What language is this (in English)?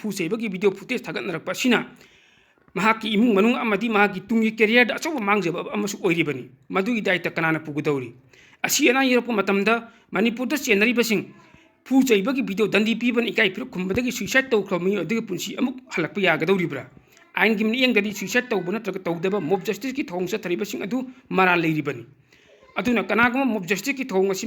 Manipuri